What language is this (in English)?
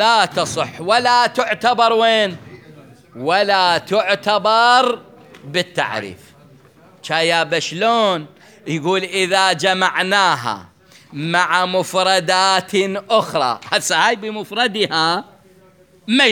Mesopotamian Arabic